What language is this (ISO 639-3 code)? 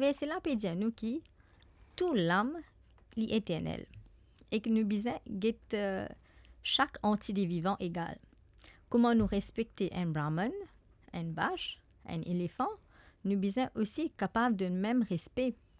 mfe